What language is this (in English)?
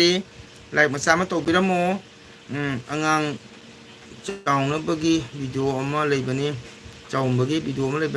Manipuri